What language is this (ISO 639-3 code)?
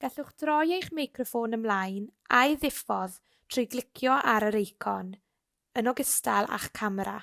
cym